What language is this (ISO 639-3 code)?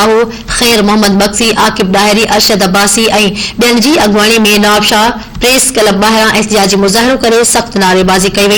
snd